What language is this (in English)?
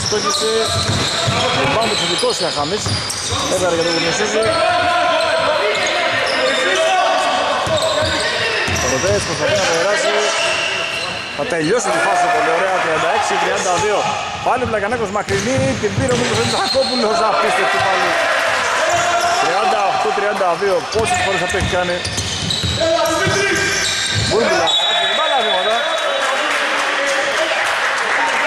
Greek